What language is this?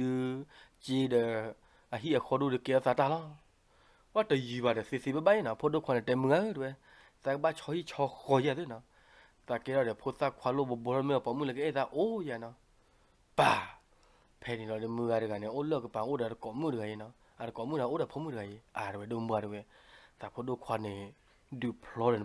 S'gaw Karen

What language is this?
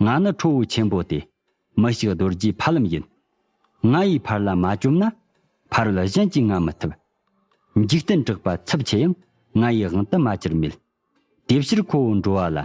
Tibetan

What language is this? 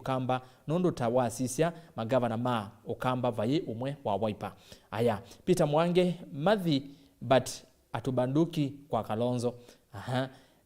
Kamba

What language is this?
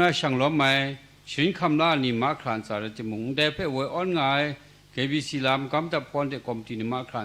Kachin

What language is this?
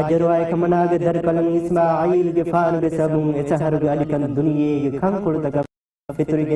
Divehi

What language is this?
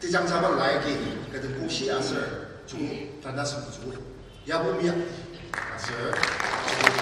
Ao Naga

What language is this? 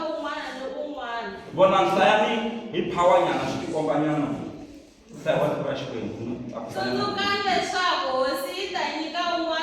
Tsonga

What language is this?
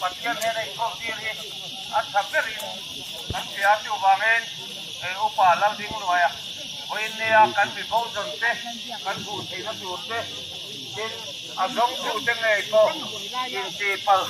Mizo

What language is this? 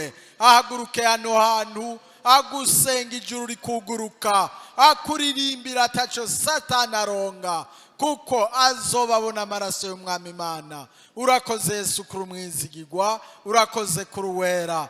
Rundi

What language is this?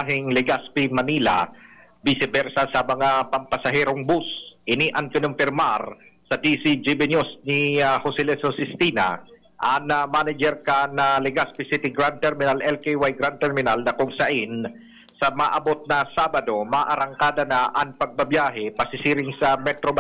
Bikol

